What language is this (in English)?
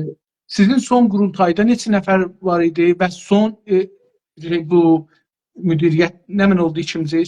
South Azerbaijani